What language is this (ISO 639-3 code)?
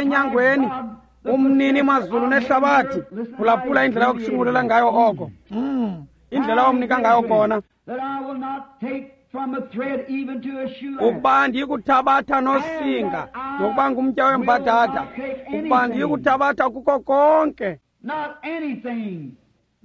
xho